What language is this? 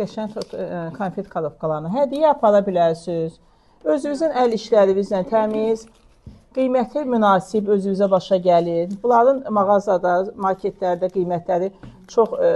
Azerbaijani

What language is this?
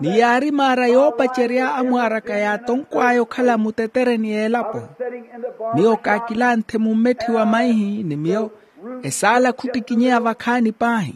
Makhuwa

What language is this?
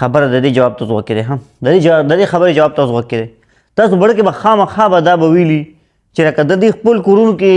Pashto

